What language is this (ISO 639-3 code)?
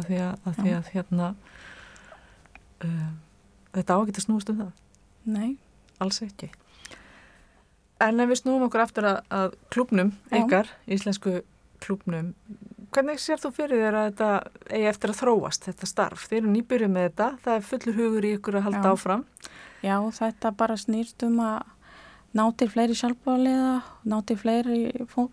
isl